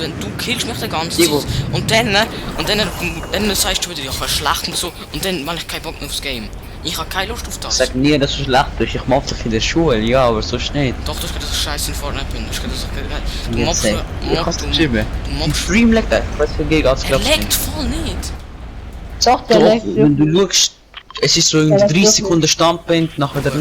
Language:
Swiss German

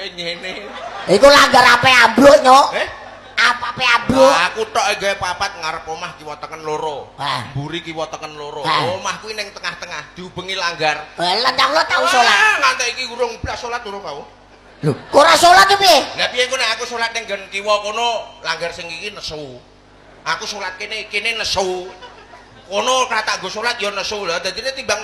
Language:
Javanese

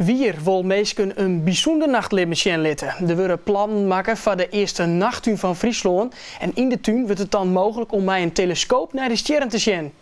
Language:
Western Frisian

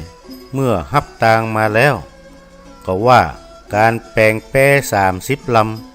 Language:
Northern Thai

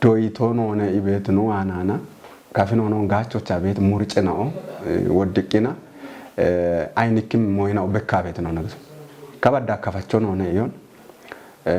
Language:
Kafa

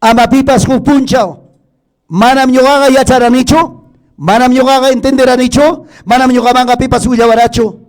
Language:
Ayacucho Quechua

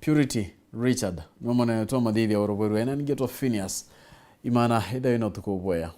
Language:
Meru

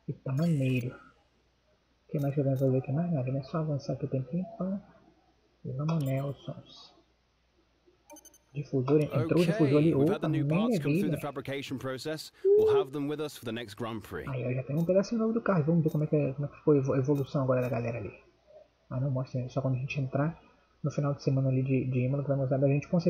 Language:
Portuguese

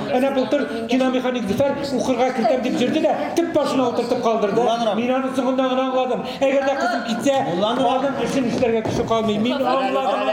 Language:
Tatar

